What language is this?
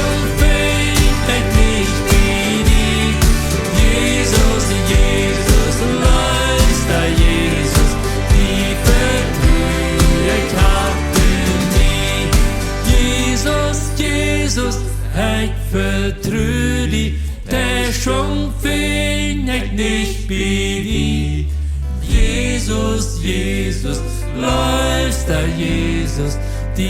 Plautdietsch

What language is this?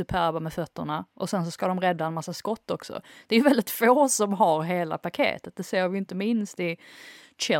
Swedish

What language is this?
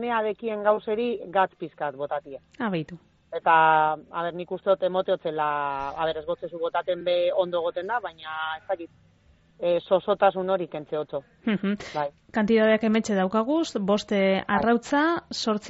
Basque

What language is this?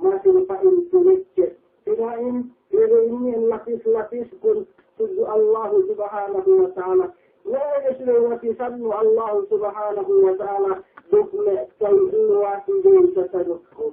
Yakan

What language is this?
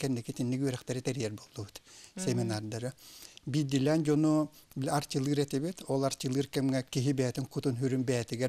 Yakut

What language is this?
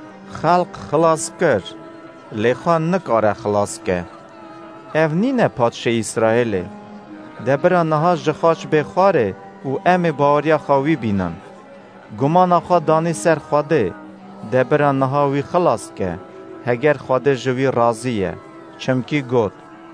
Kurdish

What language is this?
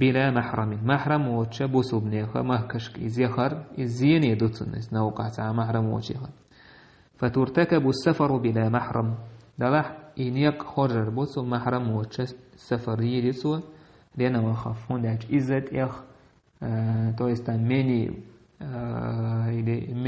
Chechen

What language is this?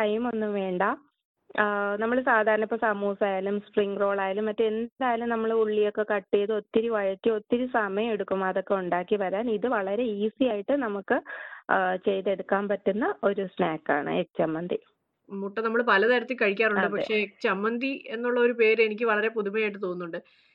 Malayalam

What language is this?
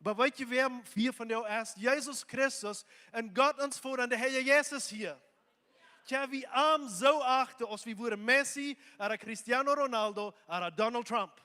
Plautdietsch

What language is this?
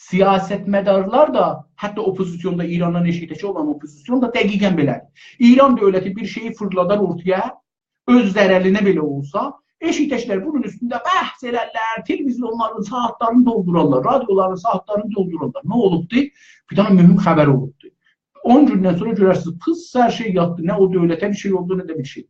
South Azerbaijani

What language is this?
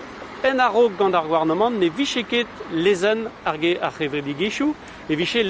Breton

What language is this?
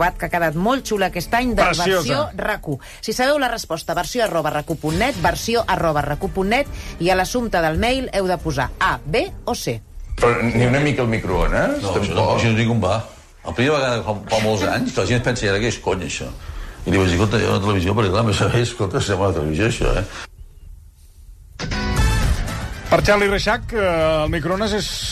Catalan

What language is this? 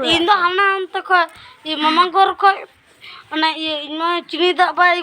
Santali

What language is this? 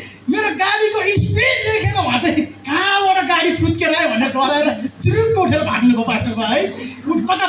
Nepali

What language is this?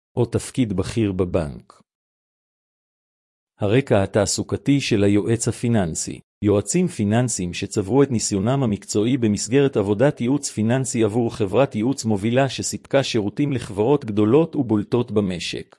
Hebrew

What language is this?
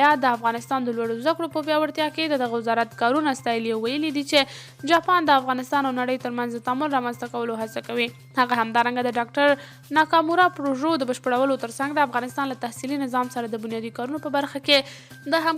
Pashto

